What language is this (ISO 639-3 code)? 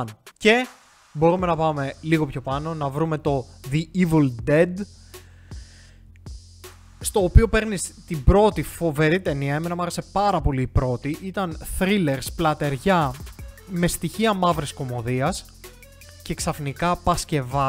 ell